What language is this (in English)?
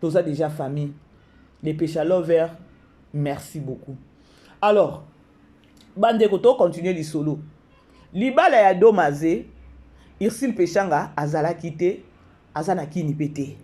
Lingala